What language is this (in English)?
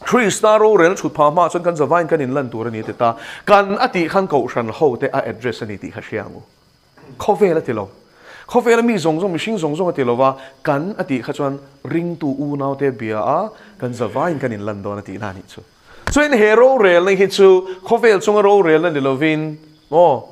Mizo